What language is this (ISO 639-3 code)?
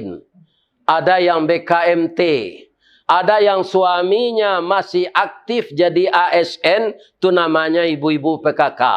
min